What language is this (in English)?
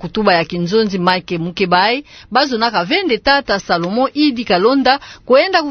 Kituba (Democratic Republic of Congo)